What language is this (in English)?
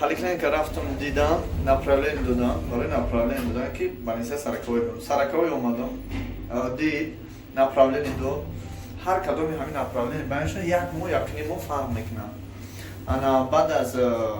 Tajik